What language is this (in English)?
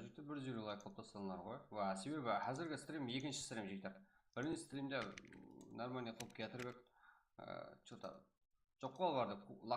Kara-Kalpak